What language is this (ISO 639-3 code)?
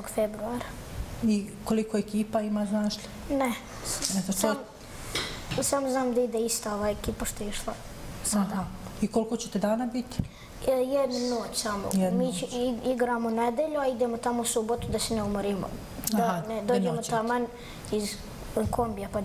bos